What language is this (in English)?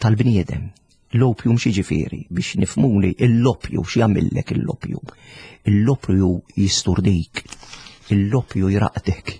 Maltese